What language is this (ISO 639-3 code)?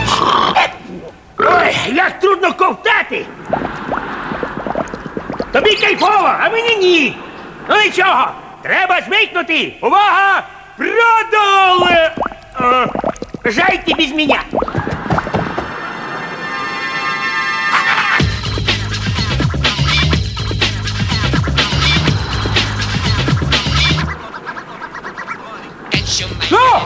ukr